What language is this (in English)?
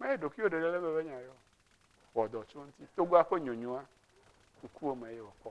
Ewe